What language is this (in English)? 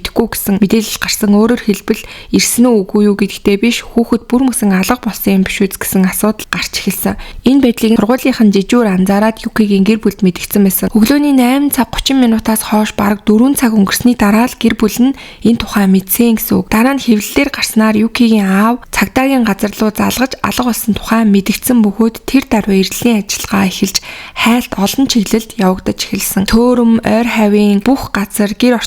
Mongolian